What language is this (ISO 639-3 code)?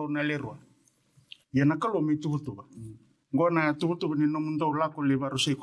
fij